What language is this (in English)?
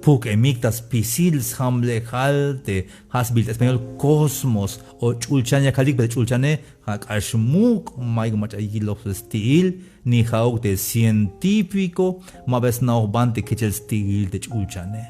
Tzeltal